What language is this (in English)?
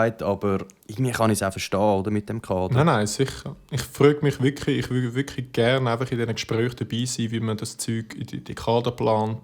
Swiss German